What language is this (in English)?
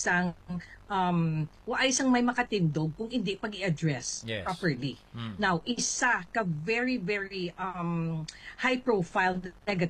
Hiligaynon